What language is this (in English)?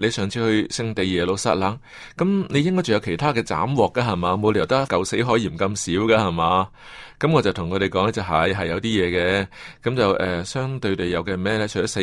Cantonese